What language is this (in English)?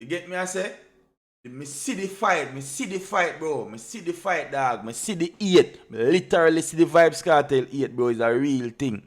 Jamaican Creole English